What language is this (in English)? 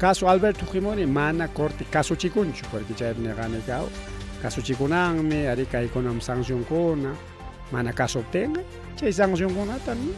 Ayacucho Quechua